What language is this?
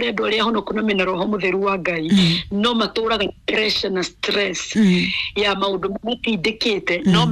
Kikuyu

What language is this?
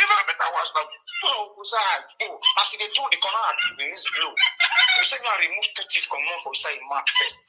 Nigerian Pidgin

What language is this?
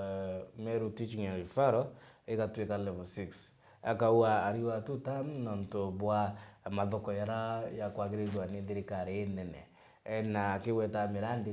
Meru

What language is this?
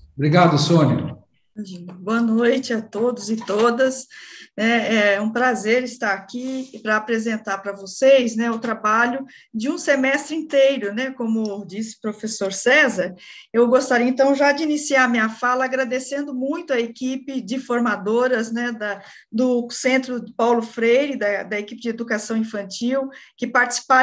Portuguese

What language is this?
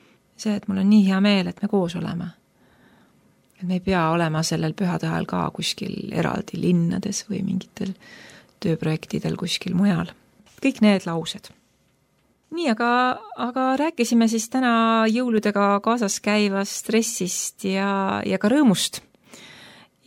Estonian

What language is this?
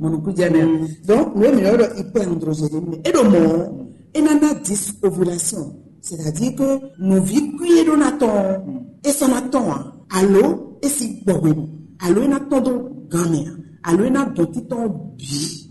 Fon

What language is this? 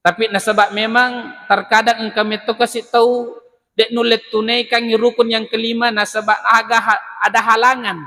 Buginese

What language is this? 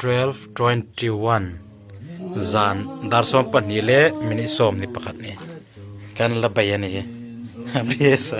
Hmar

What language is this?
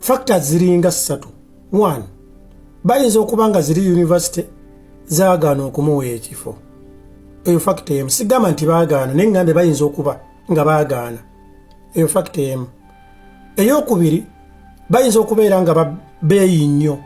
Ganda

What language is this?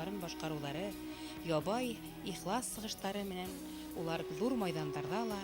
Bashkir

